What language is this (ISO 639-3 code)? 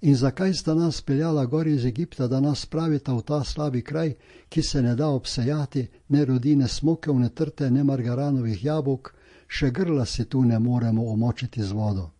slv